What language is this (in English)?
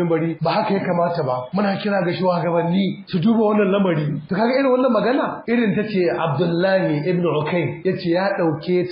Hausa